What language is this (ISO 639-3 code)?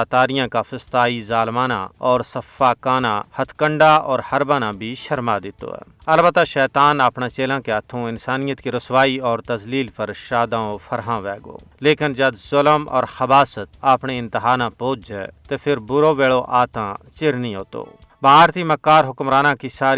gju